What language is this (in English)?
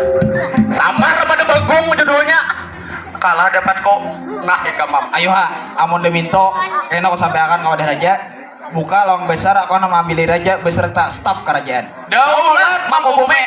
Banjar